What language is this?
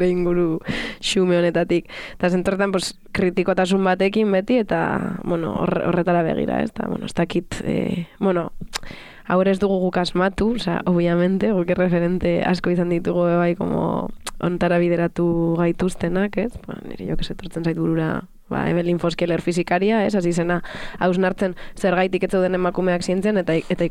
Basque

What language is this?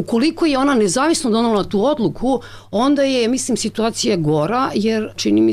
Croatian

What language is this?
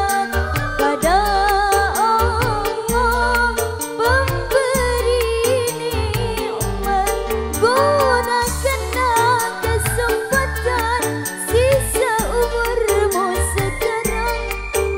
Indonesian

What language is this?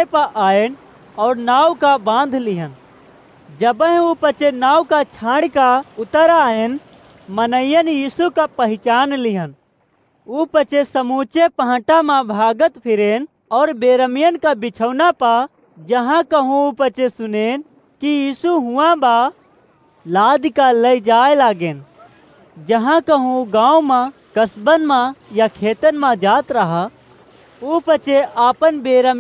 Awadhi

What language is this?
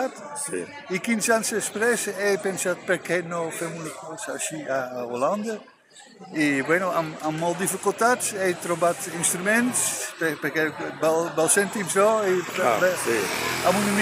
Catalan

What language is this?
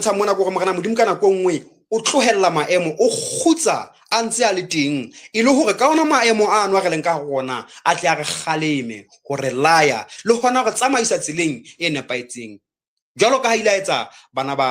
Southern Sotho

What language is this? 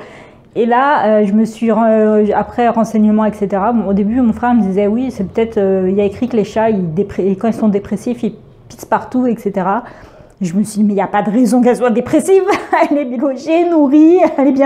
French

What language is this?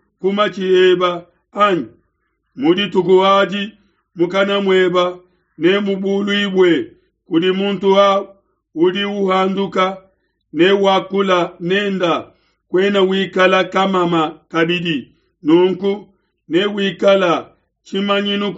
Luba-Lulua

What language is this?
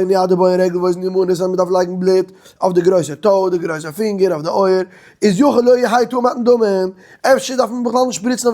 Yiddish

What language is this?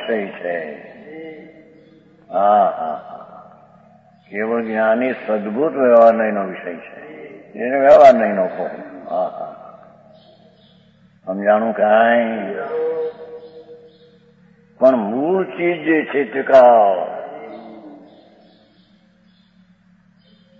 Gujarati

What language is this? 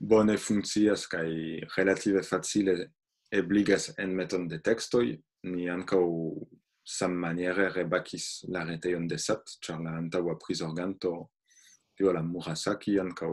Esperanto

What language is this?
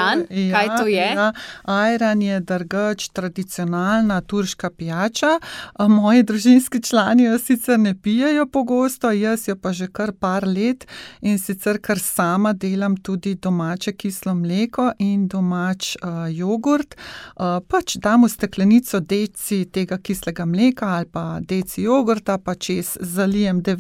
Slovenian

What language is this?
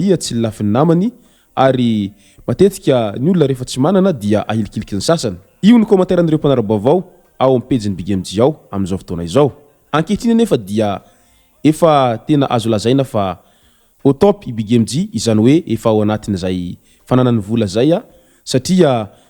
Malagasy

